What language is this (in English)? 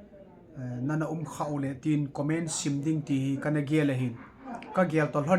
Thado Chin